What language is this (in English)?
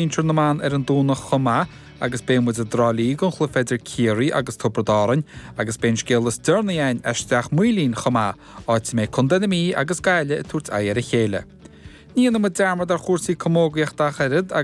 Irish